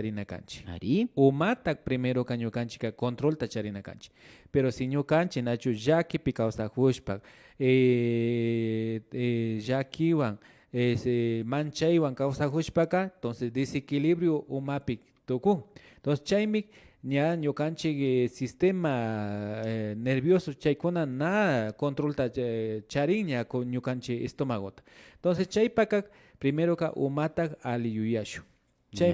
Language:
Imbabura Highland Quichua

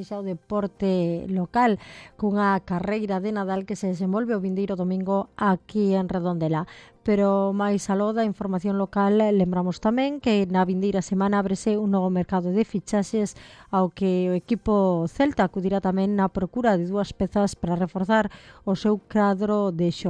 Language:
Galician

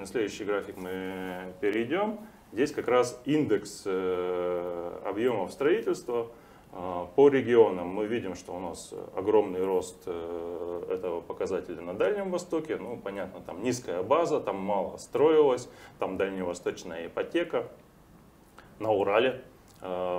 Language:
Russian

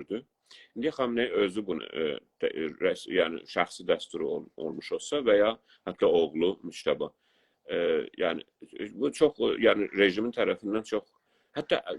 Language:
South Azerbaijani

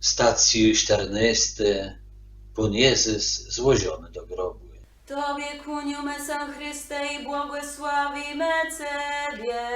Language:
Kashubian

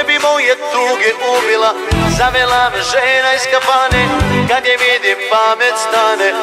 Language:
Serbian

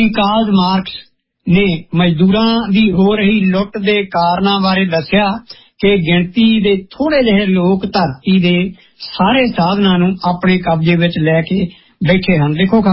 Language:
Punjabi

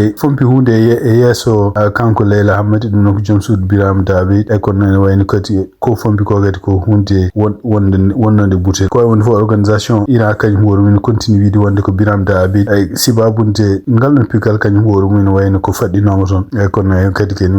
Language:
Fula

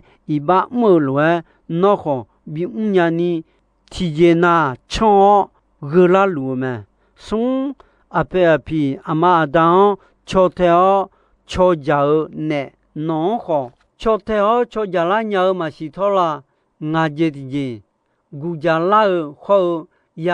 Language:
Akha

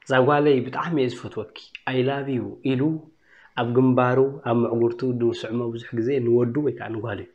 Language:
Tigrinya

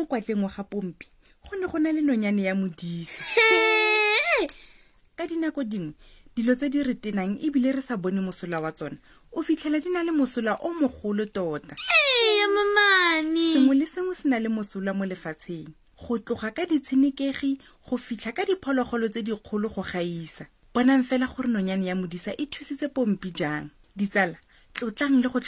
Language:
Tswana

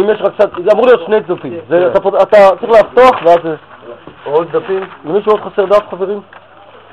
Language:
Hebrew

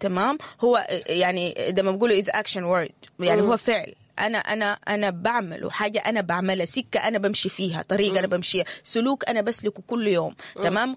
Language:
Sudanese Arabic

